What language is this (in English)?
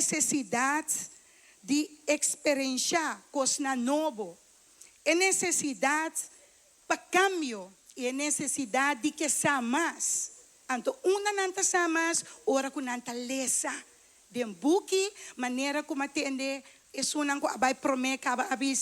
Papiamento